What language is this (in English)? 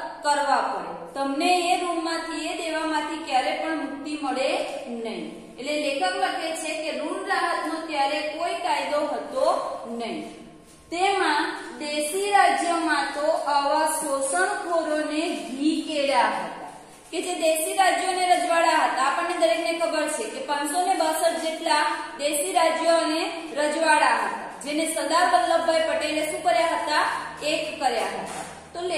Gujarati